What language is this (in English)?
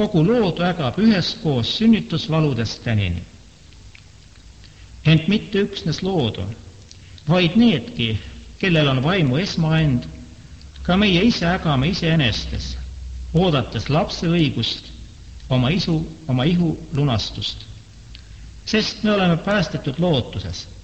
Estonian